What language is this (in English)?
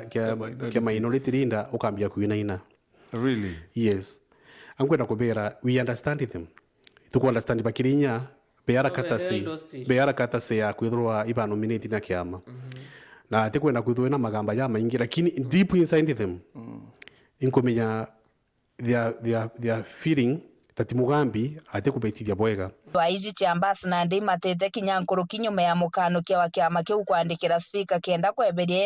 Meru